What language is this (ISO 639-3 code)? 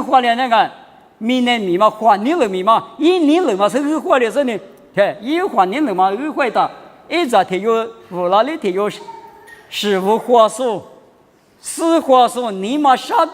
lis